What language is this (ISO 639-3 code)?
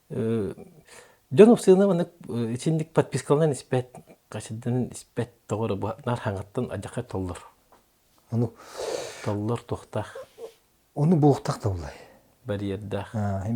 sah